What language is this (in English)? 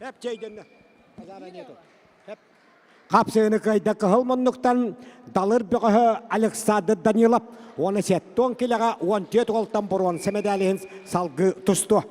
Yakut